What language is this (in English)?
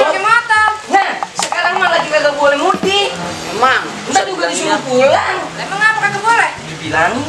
Betawi